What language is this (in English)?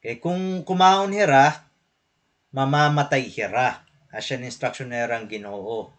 Waray